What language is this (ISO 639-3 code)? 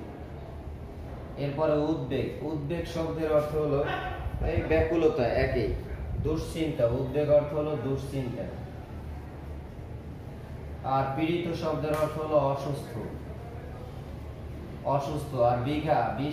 ben